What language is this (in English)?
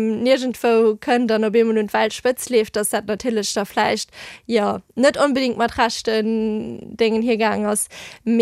Luxembourgish